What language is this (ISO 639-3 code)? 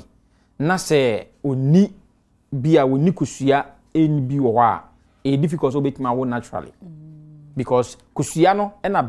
aka